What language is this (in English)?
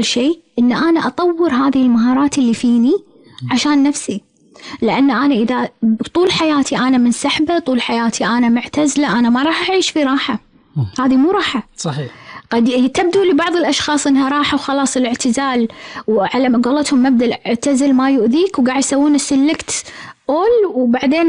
Gulf Arabic